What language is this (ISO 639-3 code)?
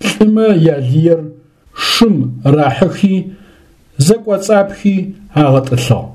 ady